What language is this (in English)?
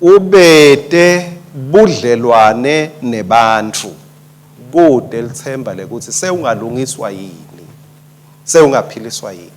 Swati